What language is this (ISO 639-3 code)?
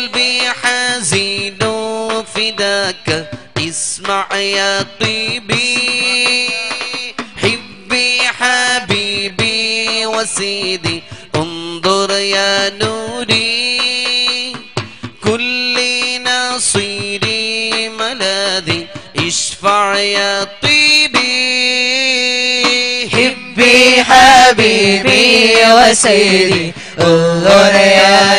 mal